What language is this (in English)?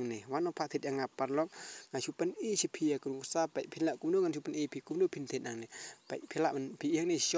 Khasi